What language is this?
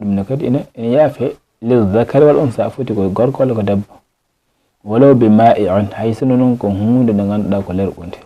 Fula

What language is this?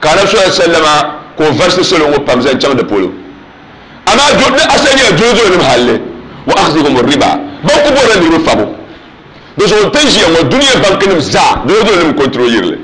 Dagbani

